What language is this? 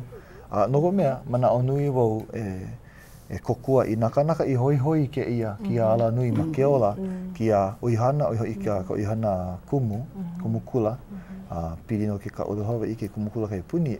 Hawaiian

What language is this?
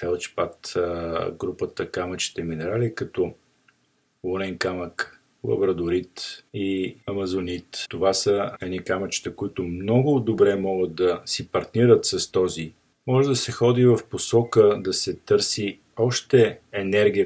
Bulgarian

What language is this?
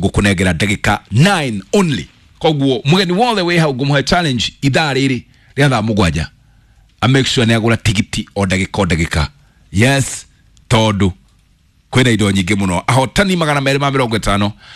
Kikuyu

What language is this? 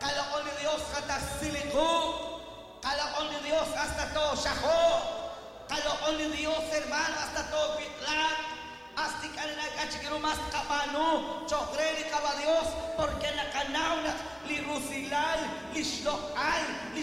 Kekchí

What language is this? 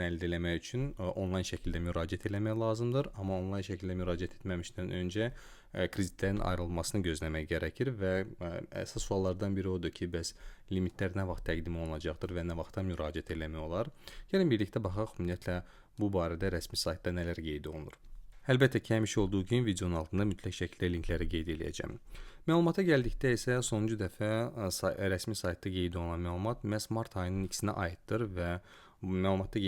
Azerbaijani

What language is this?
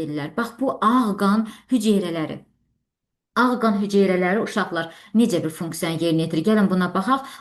Azerbaijani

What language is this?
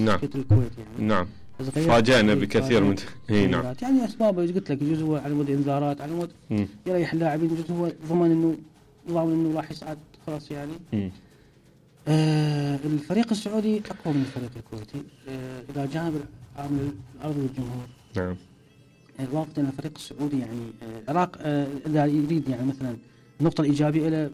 Mesopotamian Arabic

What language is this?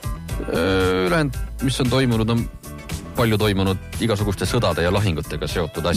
Estonian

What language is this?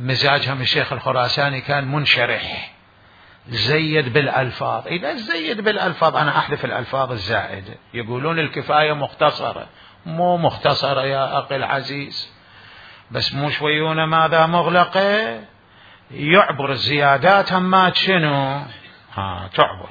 Mesopotamian Arabic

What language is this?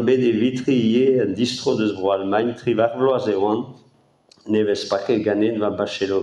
Breton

